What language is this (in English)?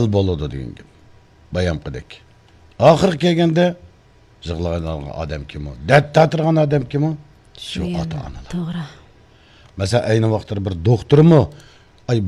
Uyghur